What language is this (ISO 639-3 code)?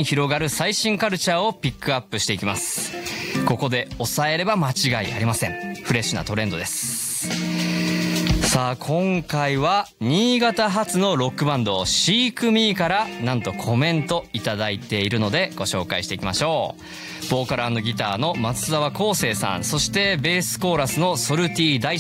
jpn